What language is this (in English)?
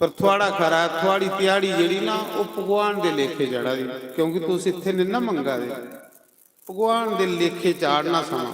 Dogri